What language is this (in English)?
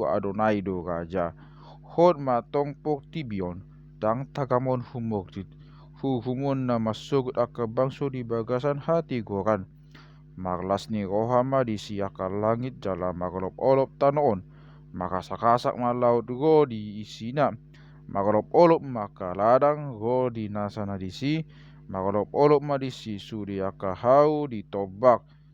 Batak Toba